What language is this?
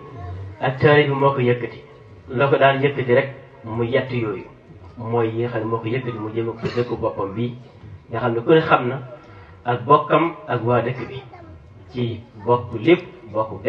Wolof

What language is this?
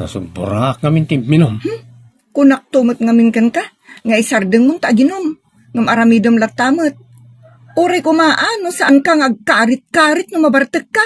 Iloko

